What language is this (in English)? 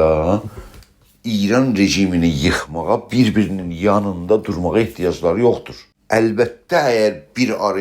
South Azerbaijani